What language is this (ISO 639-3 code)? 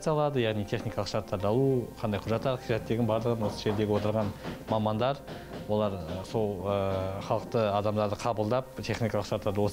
kaz